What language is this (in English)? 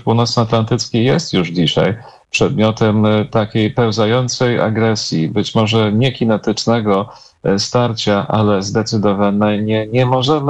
Polish